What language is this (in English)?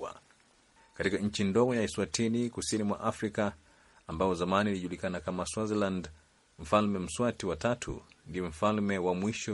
Swahili